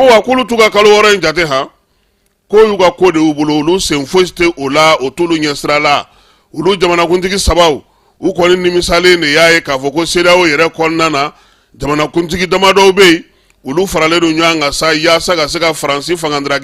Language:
Bambara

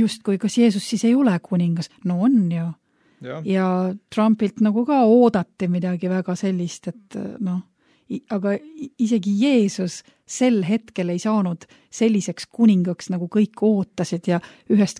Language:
Estonian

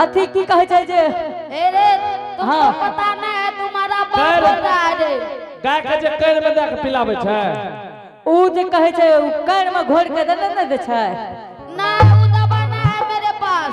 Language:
Angika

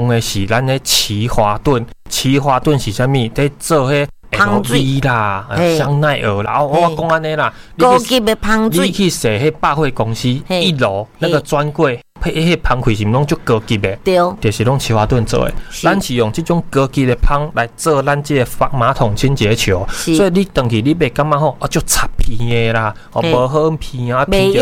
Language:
Min Nan Chinese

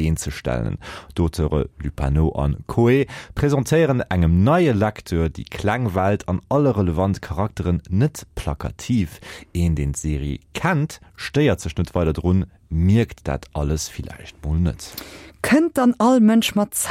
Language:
Luxembourgish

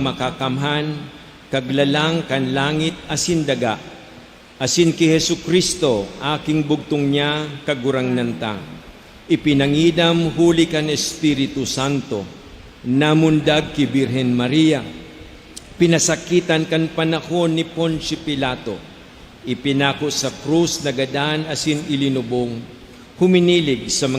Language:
Bikol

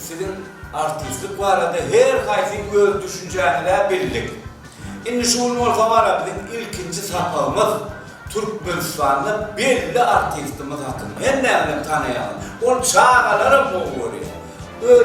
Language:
Turkmen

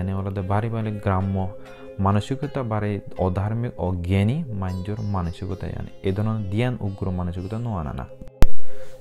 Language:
Chakma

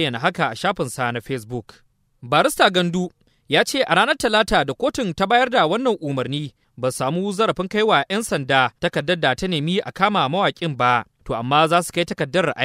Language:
Hausa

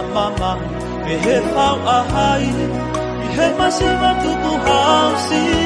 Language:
Tongan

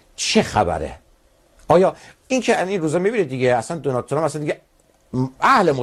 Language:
Persian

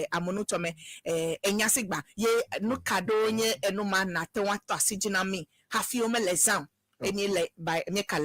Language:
Ewe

